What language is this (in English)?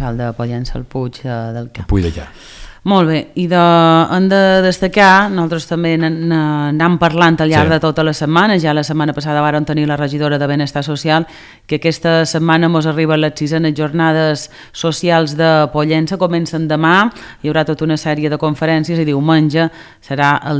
Catalan